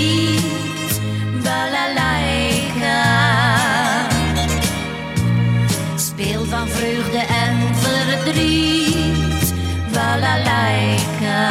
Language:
Dutch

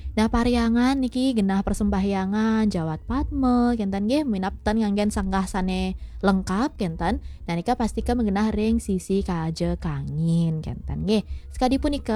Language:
Balinese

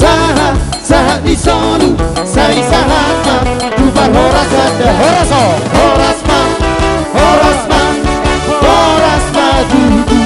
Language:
Batak Toba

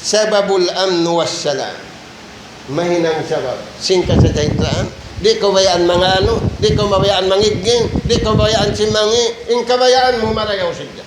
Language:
Tausug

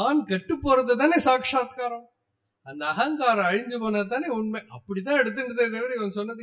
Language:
Tamil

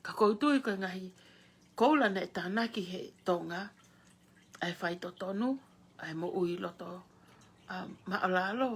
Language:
Tongan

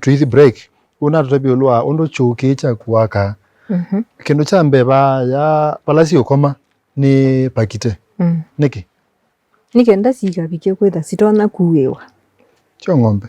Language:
Kamba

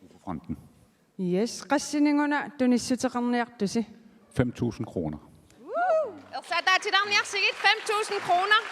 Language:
Kalaallisut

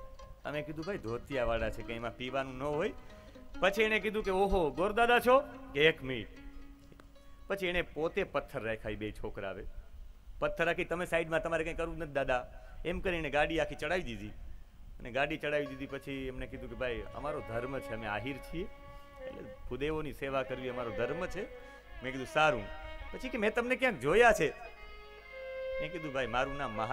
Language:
Gujarati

